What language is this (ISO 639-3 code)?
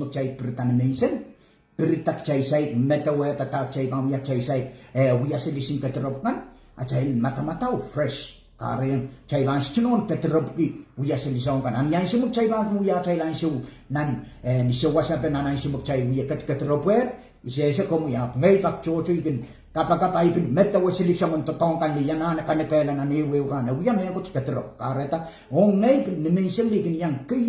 pon